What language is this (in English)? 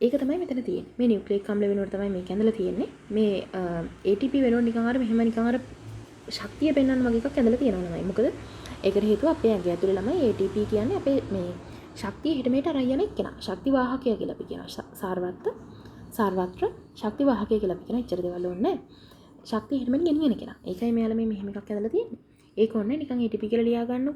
Sinhala